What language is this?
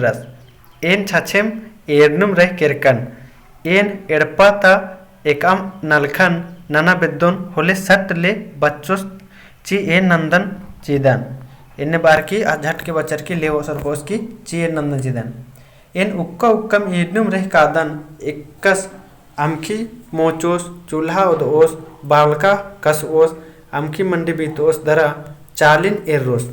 Kurukh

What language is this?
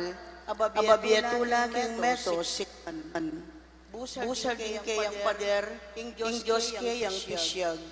Pampanga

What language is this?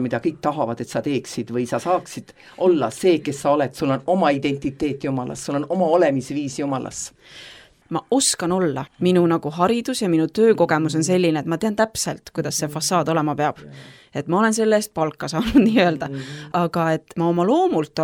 Estonian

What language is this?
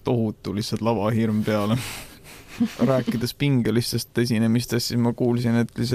Estonian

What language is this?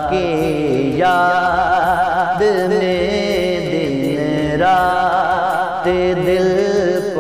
Urdu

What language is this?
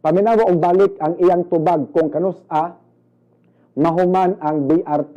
Cebuano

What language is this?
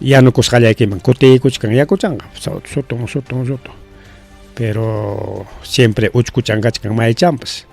Ayacucho Quechua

